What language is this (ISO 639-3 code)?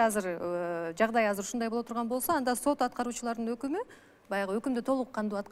kir